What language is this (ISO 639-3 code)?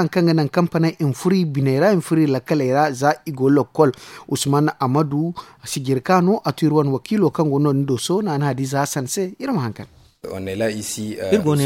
dje